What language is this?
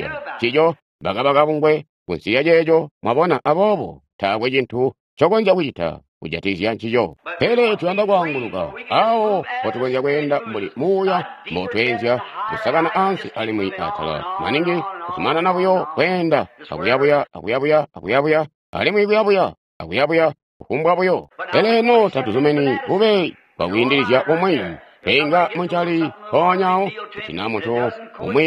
Tonga (Zambia)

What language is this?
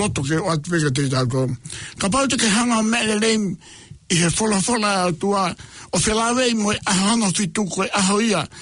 Tongan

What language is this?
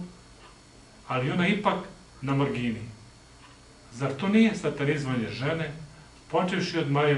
Serbian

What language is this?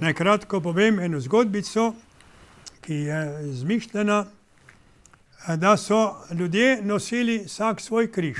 Slovenian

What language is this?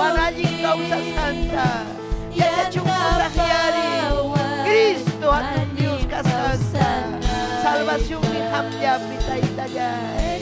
Ayacucho Quechua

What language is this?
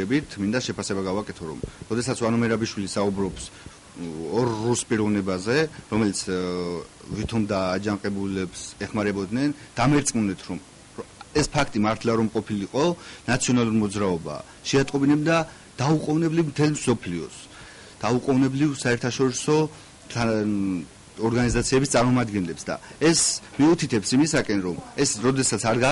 Georgian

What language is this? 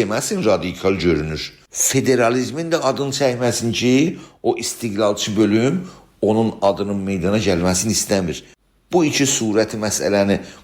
South Azerbaijani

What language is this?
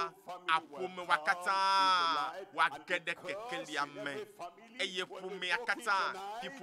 Ewe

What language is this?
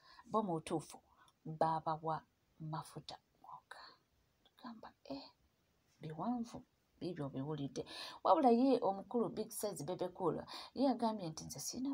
Ganda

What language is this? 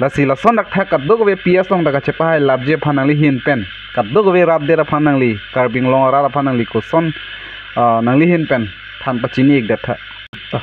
Karbi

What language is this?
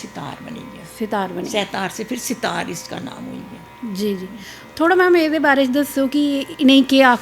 Dogri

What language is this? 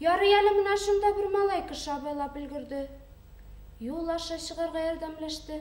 Bashkir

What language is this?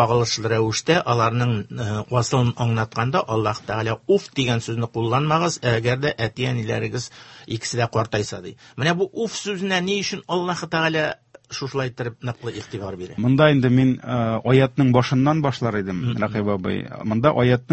Tatar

